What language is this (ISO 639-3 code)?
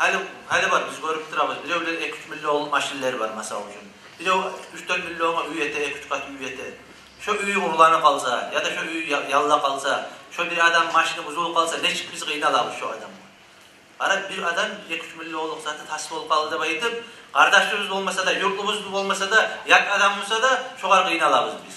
kum